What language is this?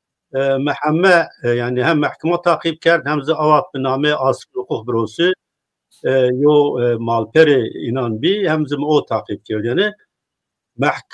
Zaza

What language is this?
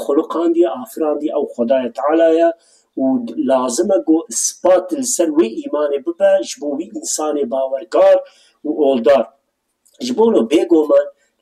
Kurdish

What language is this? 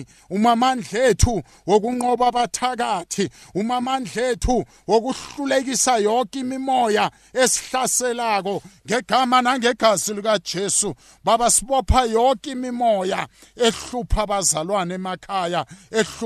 South Ndebele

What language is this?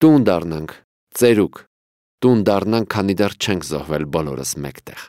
Armenian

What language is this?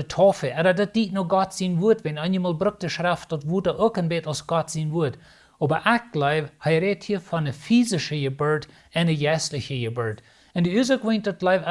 Plautdietsch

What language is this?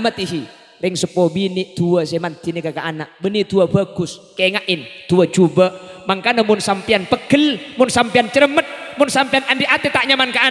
Madurese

